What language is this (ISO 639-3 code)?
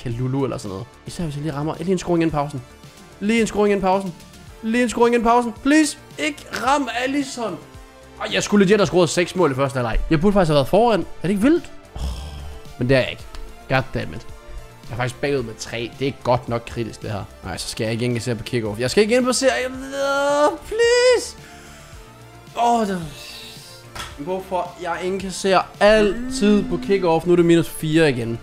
dan